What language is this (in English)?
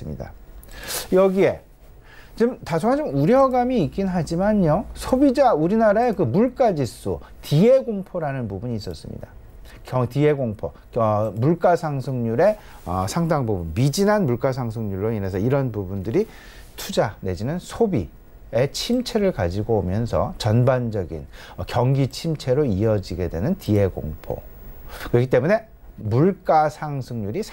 Korean